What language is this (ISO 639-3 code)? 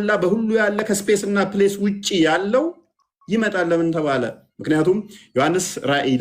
amh